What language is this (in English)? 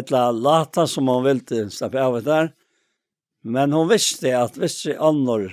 Faroese